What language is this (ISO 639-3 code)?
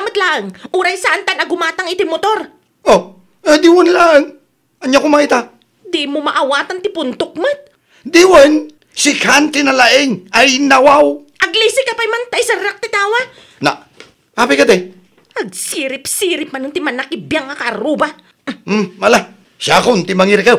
ilo